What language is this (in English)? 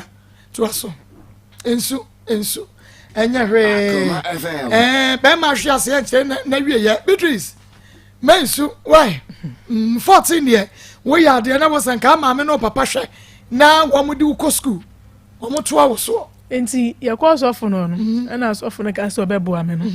Akan